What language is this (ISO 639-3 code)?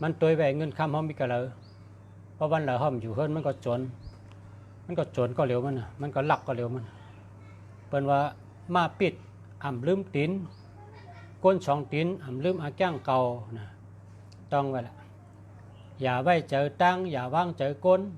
shn